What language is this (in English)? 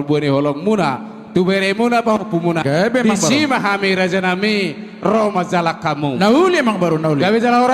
Batak Toba